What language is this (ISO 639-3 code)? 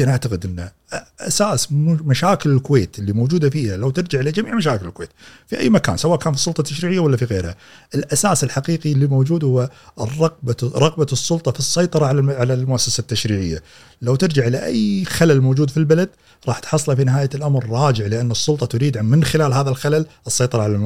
afb